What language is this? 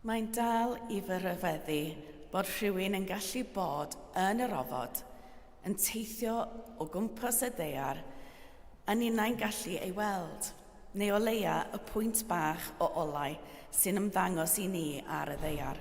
Welsh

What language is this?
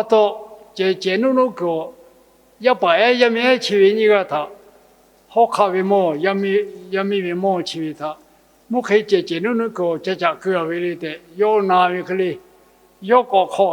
Lahu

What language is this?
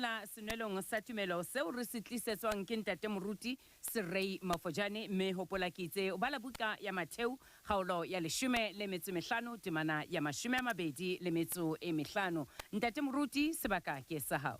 Southern Sotho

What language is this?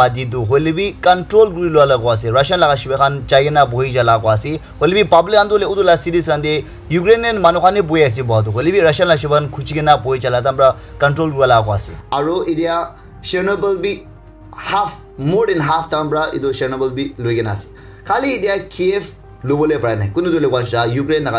Naga Pidgin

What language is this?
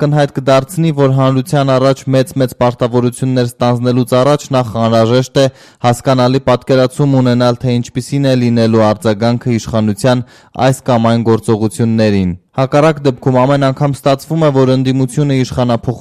Armenian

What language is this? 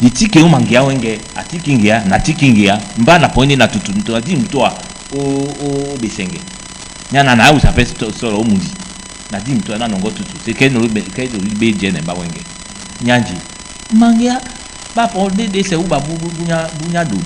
Duala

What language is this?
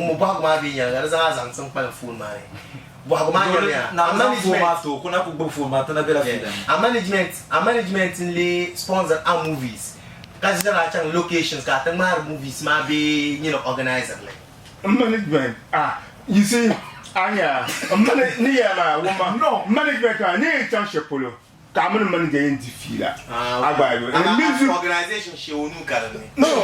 Dagbani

